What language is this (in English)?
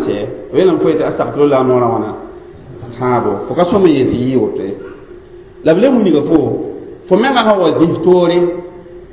Mossi